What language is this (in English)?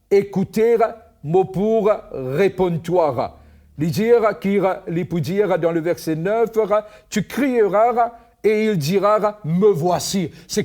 Morisyen